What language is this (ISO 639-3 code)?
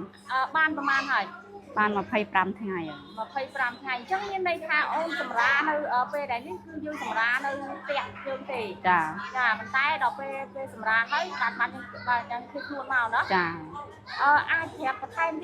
khm